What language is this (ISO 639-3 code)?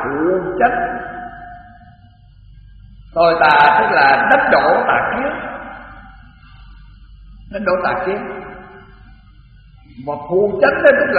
vie